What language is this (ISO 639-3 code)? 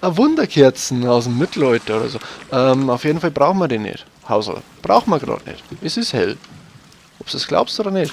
bar